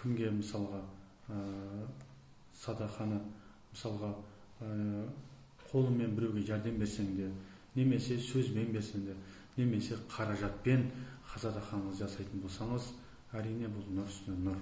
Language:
Kazakh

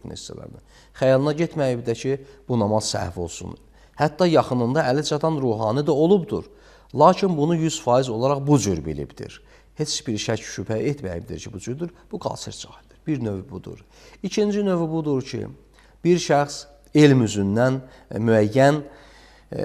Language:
Azerbaijani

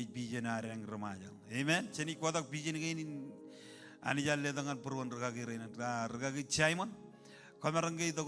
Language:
Marshallese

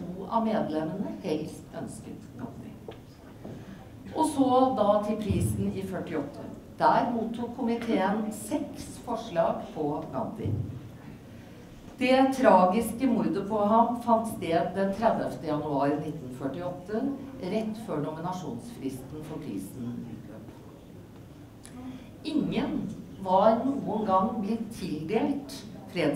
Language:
Norwegian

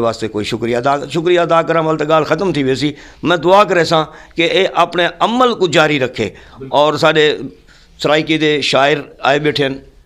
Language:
Saraiki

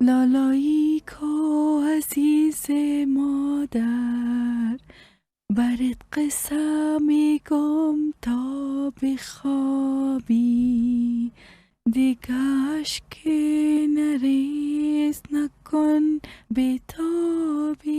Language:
Persian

